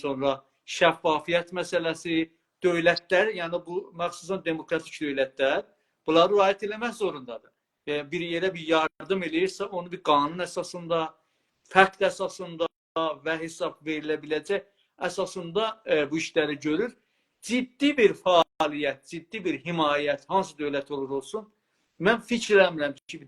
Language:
South Azerbaijani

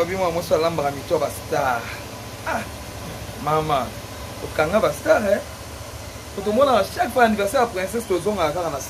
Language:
Lingala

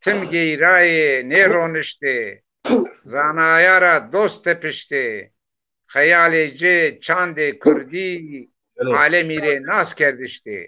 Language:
Zaza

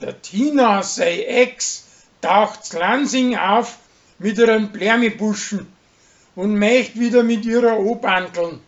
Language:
Bavarian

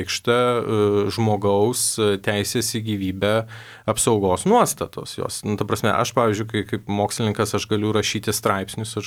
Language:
Lithuanian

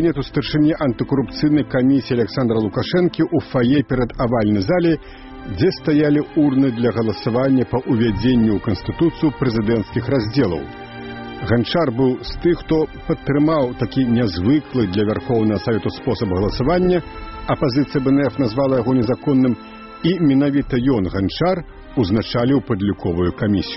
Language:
Belarusian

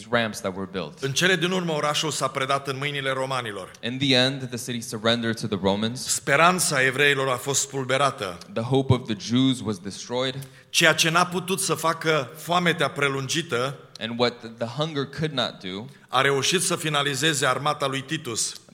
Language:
Romanian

